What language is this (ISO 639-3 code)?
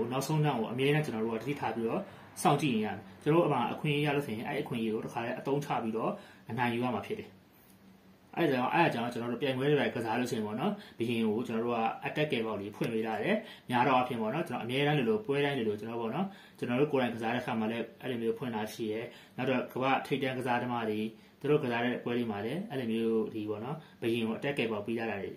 mya